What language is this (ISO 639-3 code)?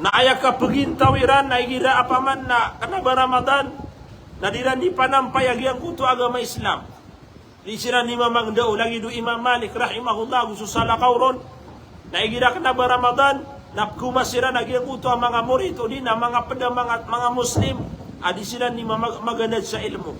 mrw